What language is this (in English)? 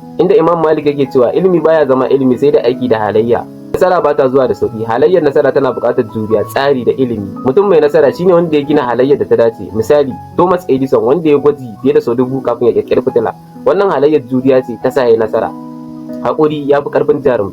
Hausa